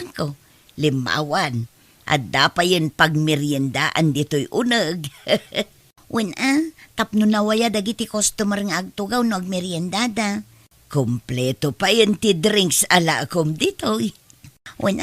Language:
Iloko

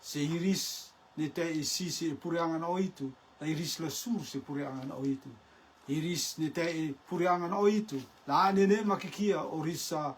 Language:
Rotuman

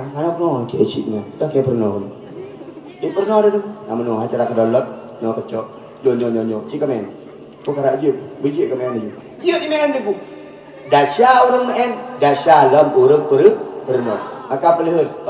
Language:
Achinese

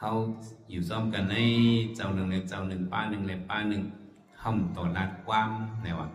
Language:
Shan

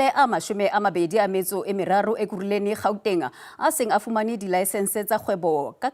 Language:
Southern Sotho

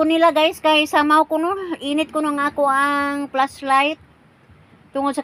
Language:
Cebuano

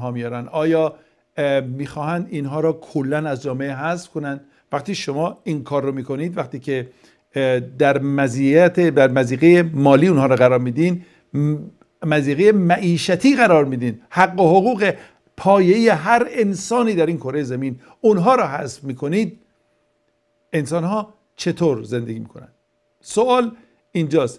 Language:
Persian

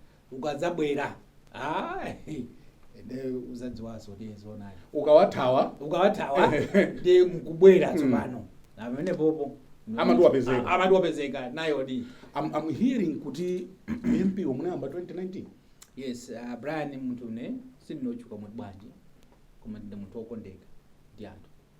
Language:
Nyanja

